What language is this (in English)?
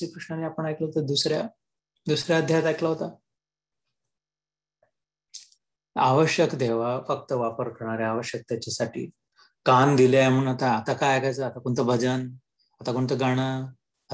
Marathi